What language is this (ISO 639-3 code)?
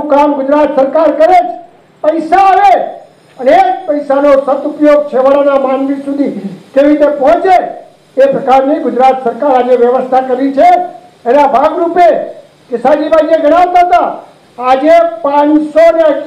guj